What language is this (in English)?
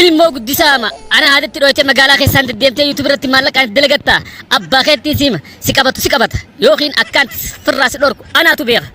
Oromo